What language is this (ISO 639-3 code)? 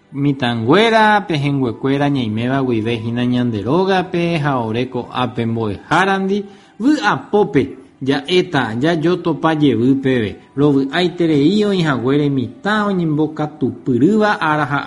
grn